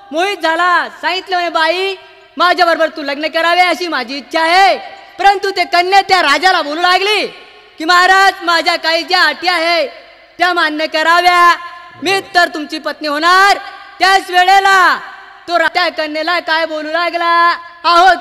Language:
Marathi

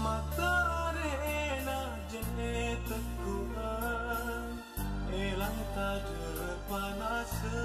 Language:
Madurese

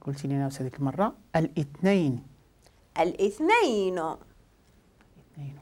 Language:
Moroccan Arabic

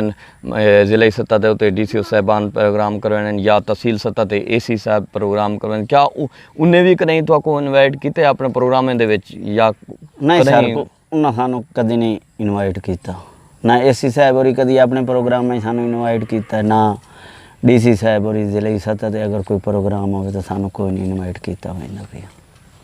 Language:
Saraiki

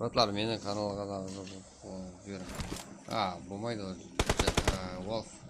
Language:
Kara-Kalpak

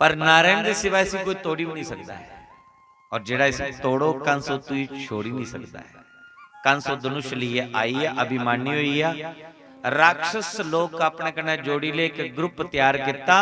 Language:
Dogri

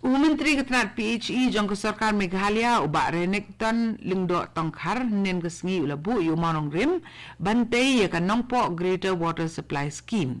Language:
Khasi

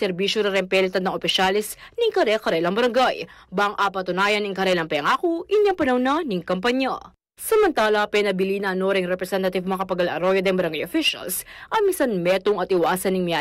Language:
Pampanga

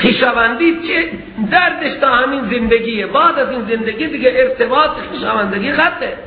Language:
Persian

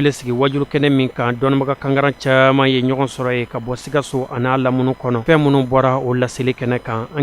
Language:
Bambara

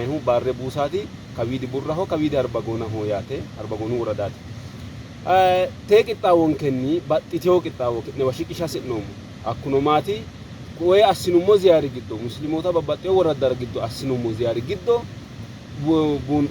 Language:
Sidamo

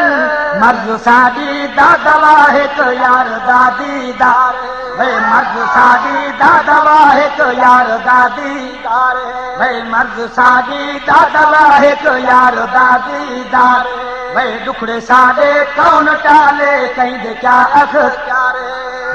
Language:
Saraiki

